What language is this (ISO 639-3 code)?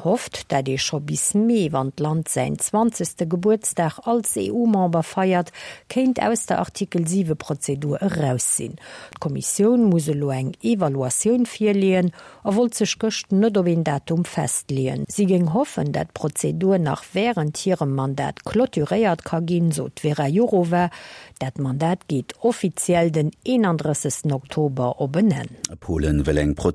ltz